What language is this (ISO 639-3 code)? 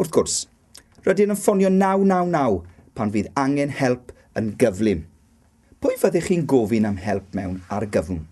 cym